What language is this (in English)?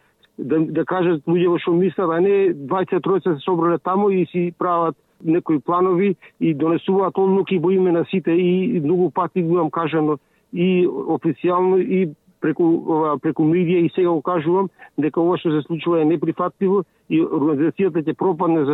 Macedonian